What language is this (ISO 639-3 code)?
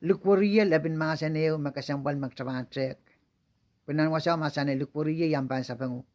pon